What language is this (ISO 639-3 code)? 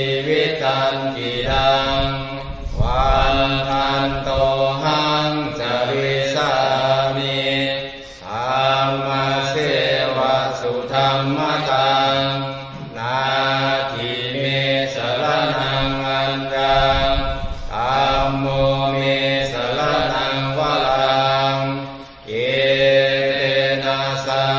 pli